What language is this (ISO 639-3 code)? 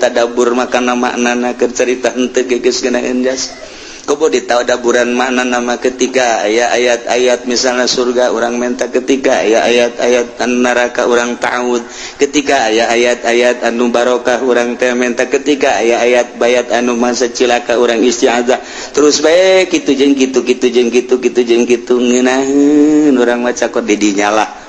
sun